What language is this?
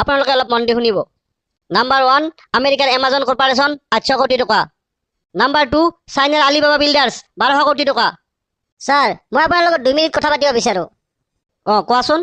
Assamese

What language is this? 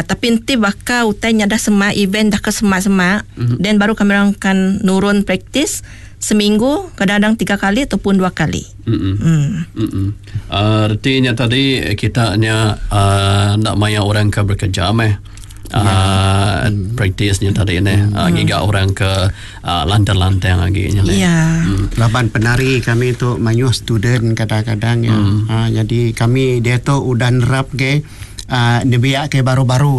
Iban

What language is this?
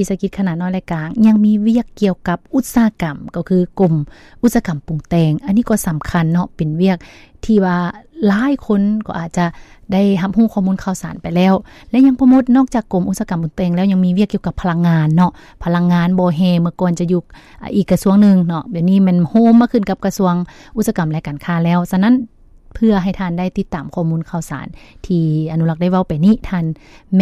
Lao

